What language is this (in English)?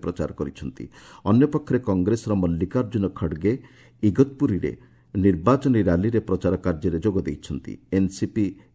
Odia